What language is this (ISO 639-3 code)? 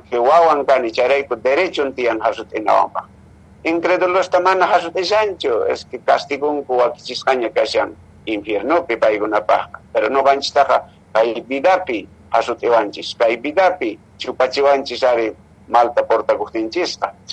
que